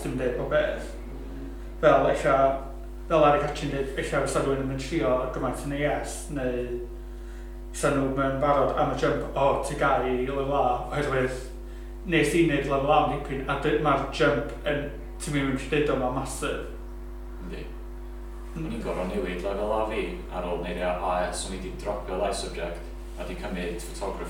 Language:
Welsh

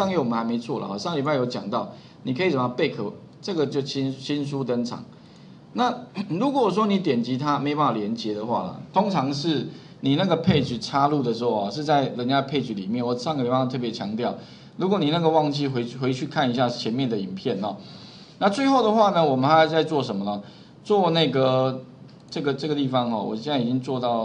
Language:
Chinese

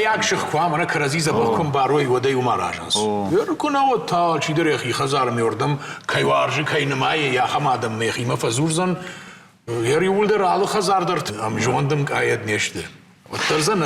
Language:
Ossetic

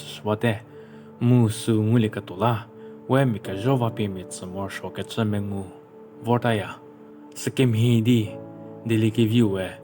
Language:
Angami Naga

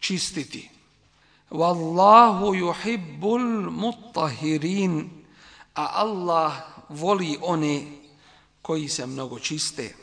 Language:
Bosnian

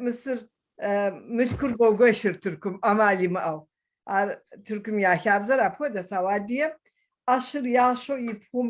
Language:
Kabardian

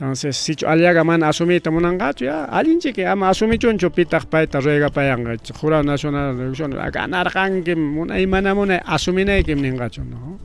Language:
Ayacucho Quechua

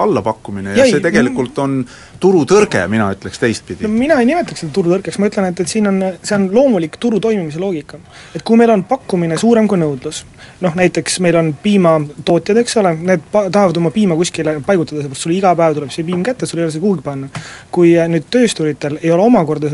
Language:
Estonian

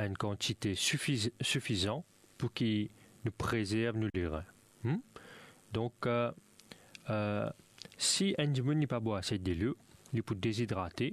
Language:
Morisyen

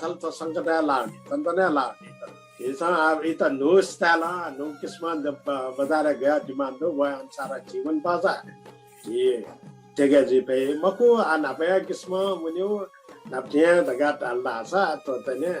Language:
Newari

